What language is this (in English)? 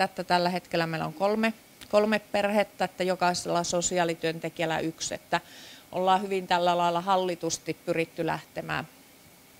Finnish